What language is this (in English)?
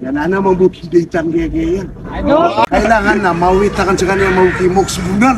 Maranao